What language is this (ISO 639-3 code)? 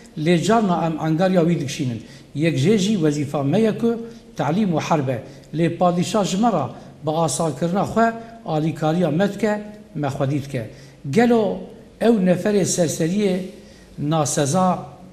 kur